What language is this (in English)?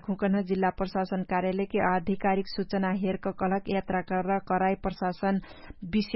Dangaura Tharu